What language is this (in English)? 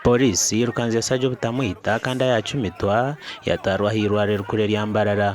Nyankole